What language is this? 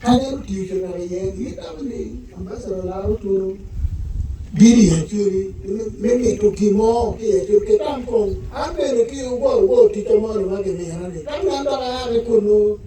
Acoli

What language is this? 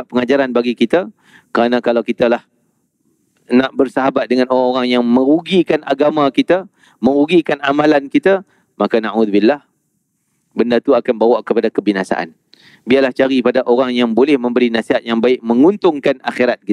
Malay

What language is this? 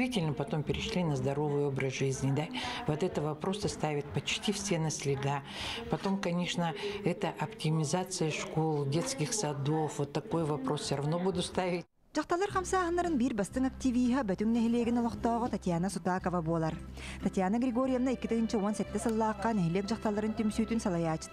Yakut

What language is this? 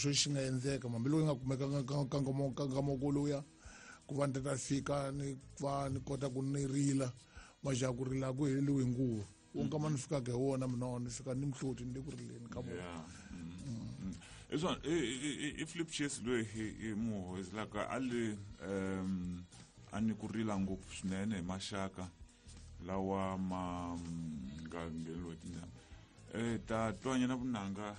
Tsonga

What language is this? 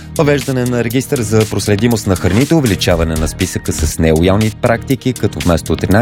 Bulgarian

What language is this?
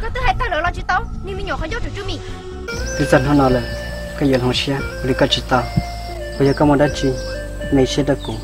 Hmong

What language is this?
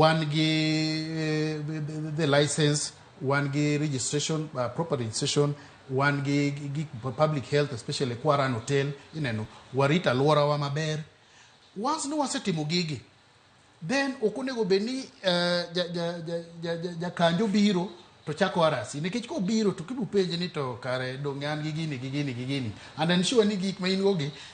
Luo (Kenya and Tanzania)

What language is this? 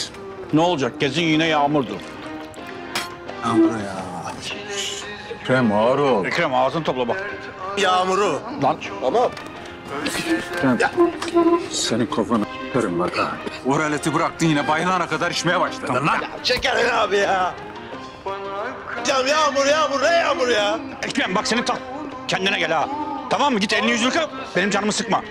Turkish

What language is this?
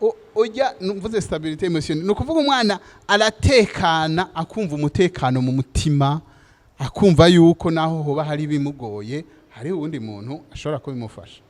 Rundi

